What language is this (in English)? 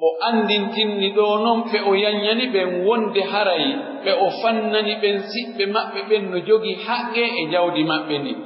Pular